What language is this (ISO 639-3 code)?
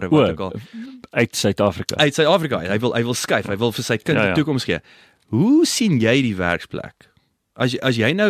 afr